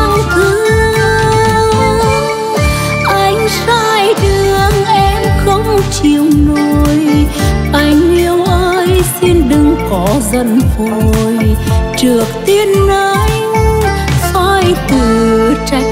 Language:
Vietnamese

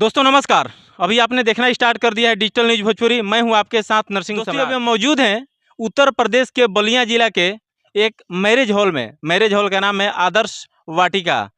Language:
Bhojpuri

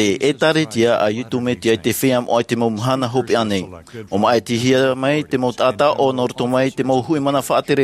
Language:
Tahitian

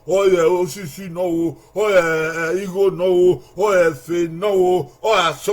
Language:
Bini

